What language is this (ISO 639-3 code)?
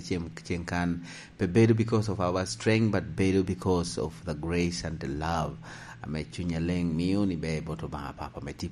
laj